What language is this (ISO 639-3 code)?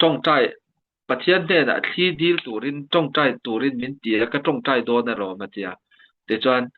lus